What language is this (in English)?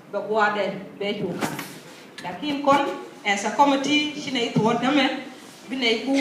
Nuer